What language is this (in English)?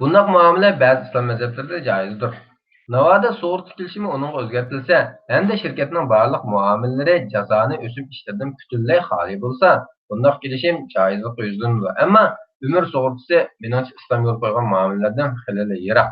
Uyghur